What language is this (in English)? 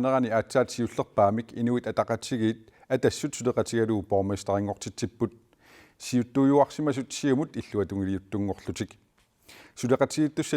Kalaallisut